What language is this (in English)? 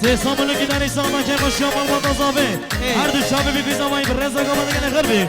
Kurdish